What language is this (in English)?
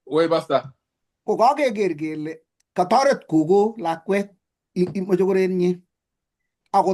Kalenjin